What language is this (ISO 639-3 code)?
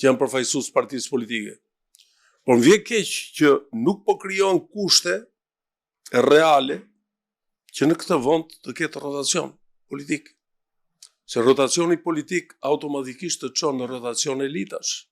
sqi